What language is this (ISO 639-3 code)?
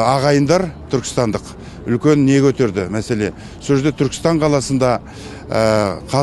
kaz